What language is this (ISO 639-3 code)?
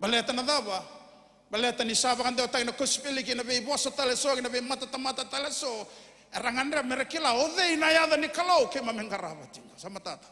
fij